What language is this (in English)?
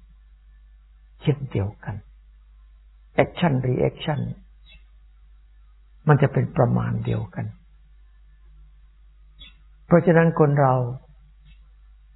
Thai